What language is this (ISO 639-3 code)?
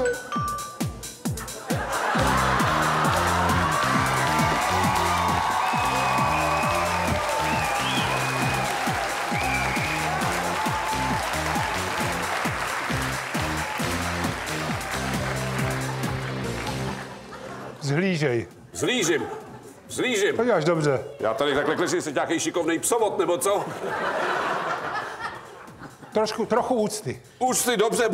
ces